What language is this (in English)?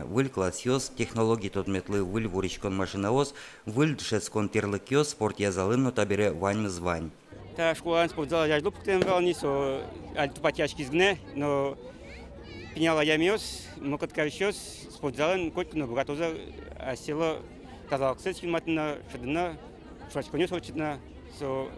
Udmurt